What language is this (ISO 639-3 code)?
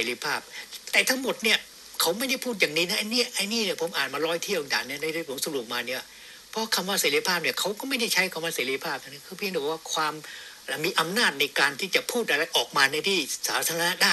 tha